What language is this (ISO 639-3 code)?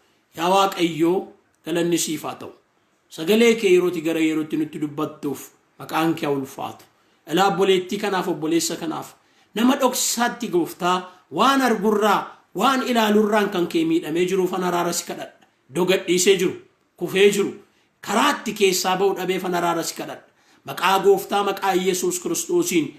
orm